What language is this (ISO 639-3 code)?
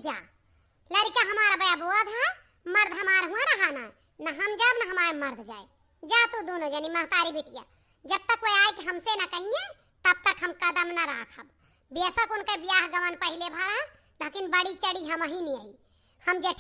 awa